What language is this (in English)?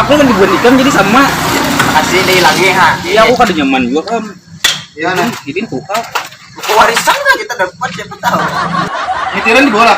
Banjar